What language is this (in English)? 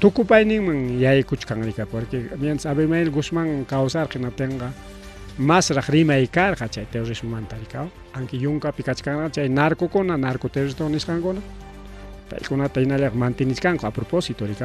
Ayacucho Quechua